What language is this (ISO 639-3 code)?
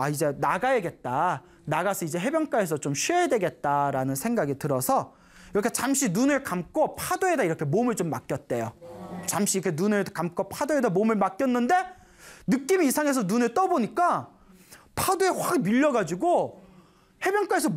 kor